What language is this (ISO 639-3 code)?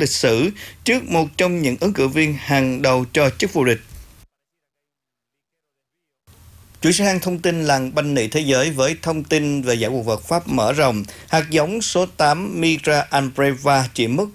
vie